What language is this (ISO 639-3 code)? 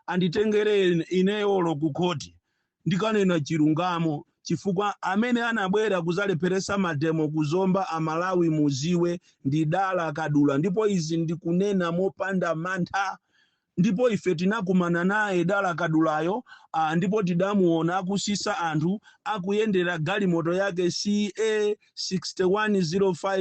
nya